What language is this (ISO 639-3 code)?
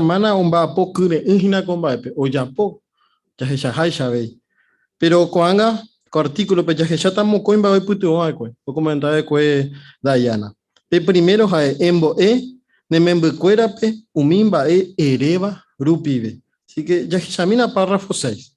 grn